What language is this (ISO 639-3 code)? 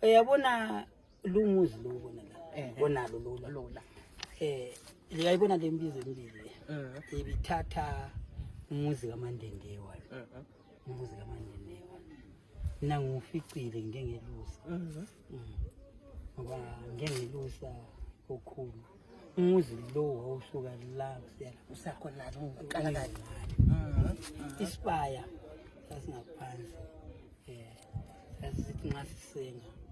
nde